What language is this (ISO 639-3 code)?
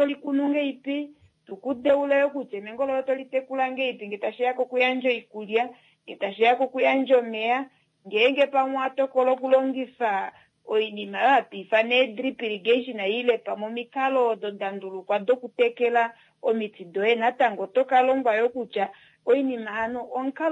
kua